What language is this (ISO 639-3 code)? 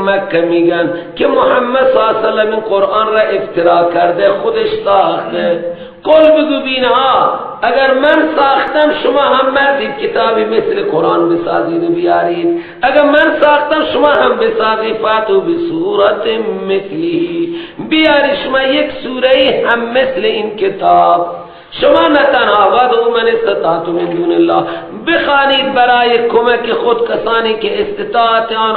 fas